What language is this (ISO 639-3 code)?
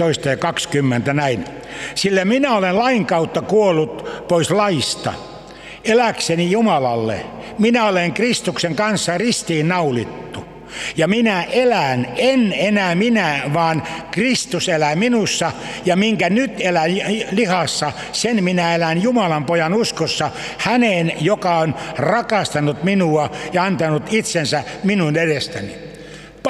fin